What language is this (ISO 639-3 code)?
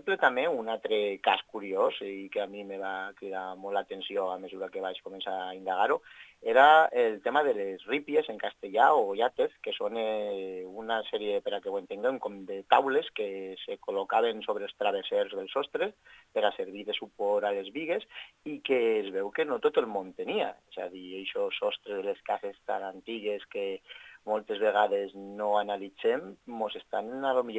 cat